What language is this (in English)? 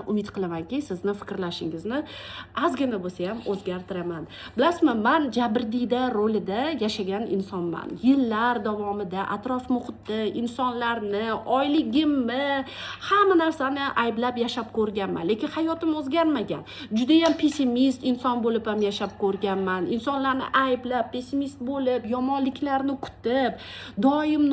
Uzbek